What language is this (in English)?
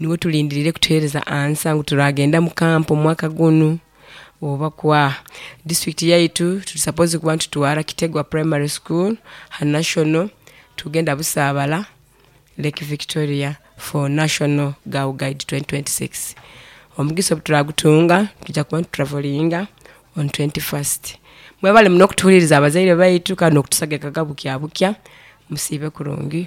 Nyoro